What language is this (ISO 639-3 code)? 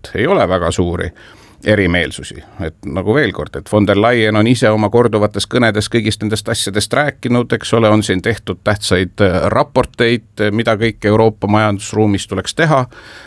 est